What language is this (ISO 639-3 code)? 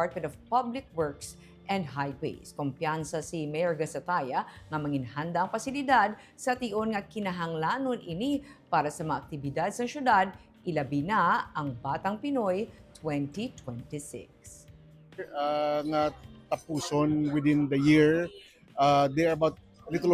hil